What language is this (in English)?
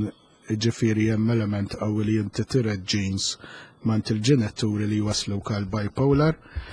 Maltese